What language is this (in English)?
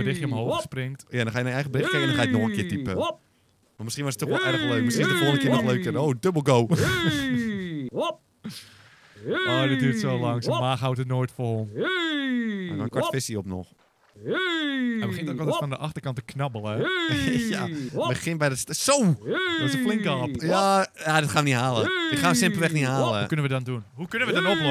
Dutch